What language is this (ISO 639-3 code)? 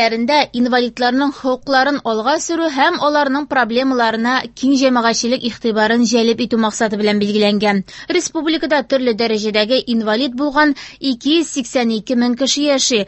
tat